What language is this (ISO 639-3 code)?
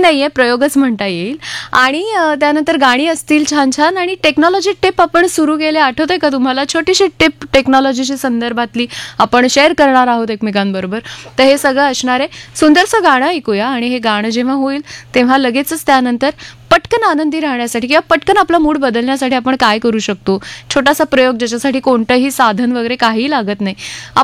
mar